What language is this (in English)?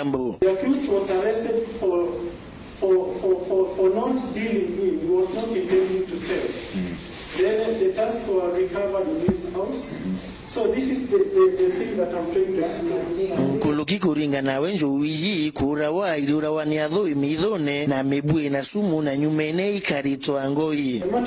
Meru